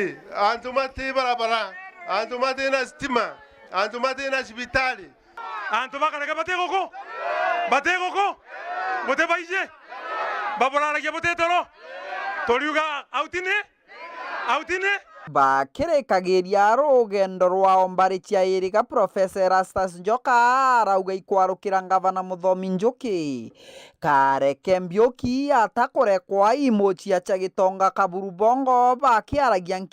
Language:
Meru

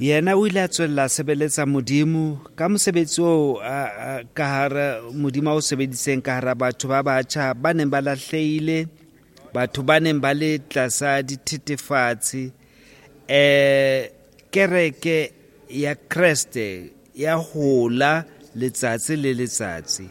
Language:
Southern Sotho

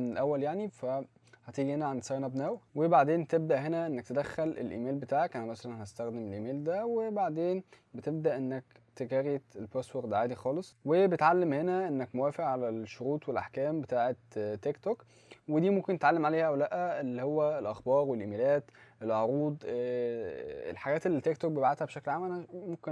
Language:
Egyptian Arabic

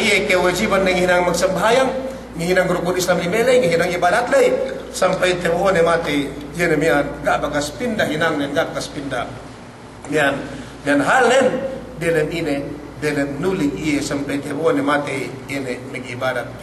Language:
Yakan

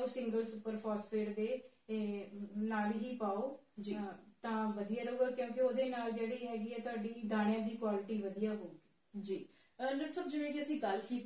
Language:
Punjabi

